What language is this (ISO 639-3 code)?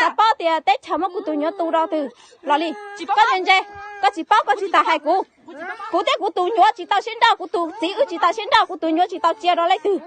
hmn